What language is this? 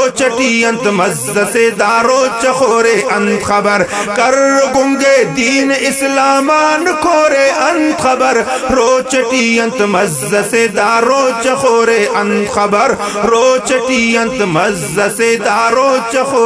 Brahui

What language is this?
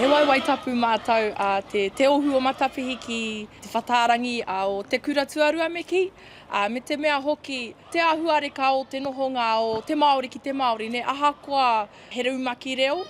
Māori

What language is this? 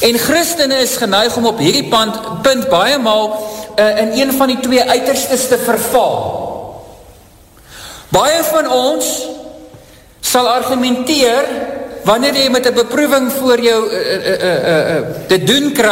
Afrikaans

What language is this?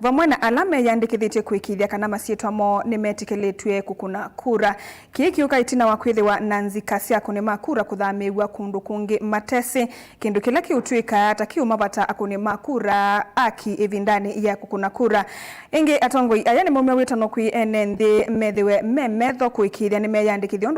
Kamba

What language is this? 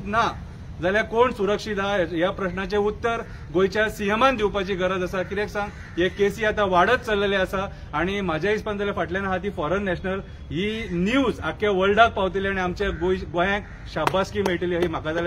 Konkani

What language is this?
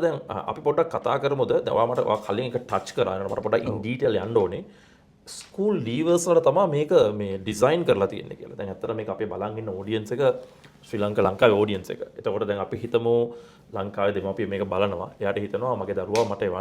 Sinhala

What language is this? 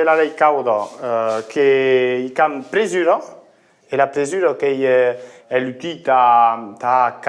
Occitan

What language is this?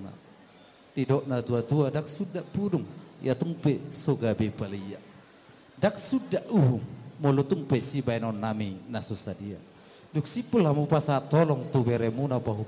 Batak Toba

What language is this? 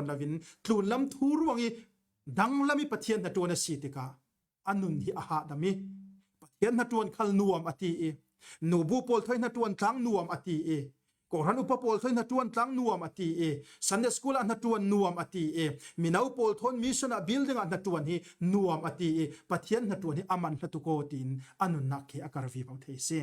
Falam Chin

